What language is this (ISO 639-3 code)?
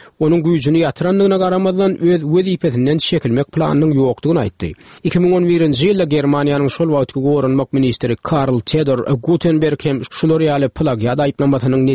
tuk